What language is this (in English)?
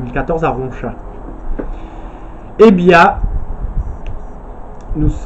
French